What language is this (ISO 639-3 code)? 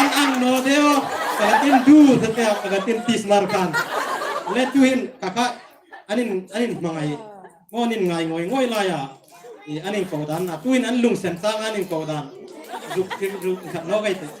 hmr